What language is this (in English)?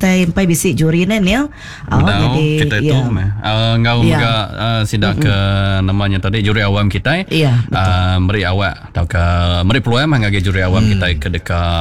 Iban